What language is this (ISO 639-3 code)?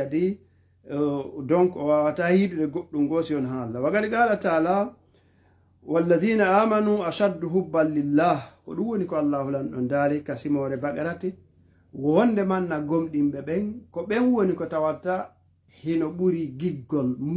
ful